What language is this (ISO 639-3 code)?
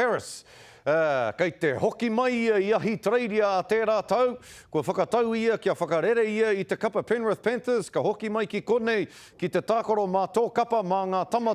mri